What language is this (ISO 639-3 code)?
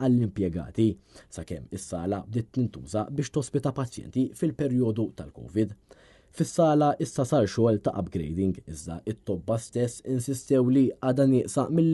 mlt